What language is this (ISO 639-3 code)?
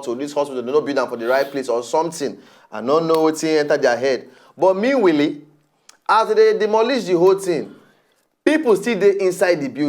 pcm